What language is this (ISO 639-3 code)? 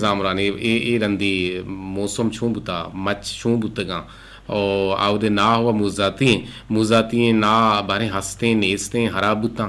bgp